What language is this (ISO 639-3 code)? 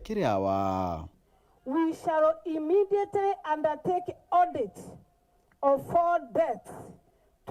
mer